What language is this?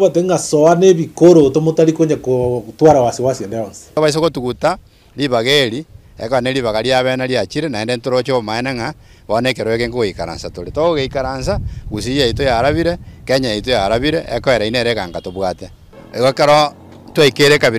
Gusii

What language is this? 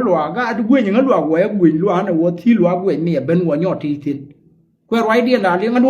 Nuer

